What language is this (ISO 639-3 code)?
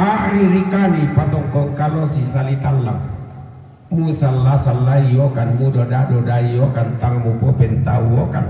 sda